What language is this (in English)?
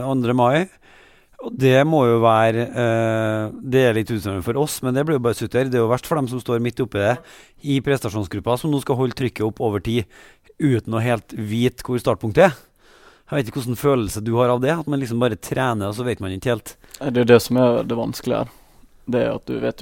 Norwegian